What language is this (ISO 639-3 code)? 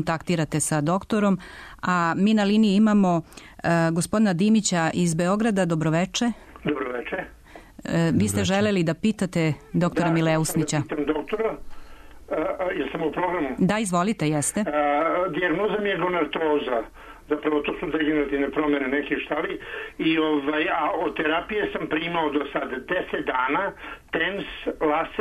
srp